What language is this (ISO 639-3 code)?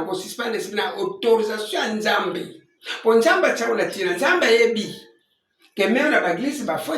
lin